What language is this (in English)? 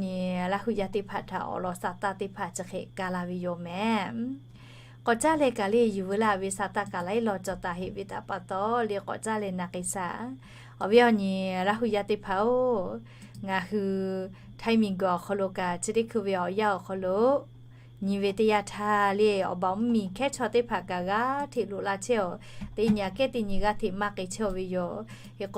Lahu